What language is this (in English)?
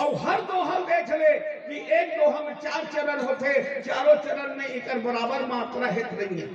Chhattisgarhi